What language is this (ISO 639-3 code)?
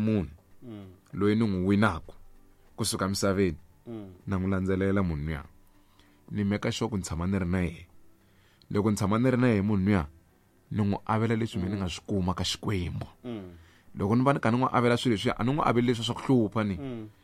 tso